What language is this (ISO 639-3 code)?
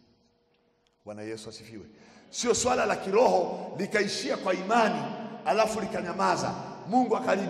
swa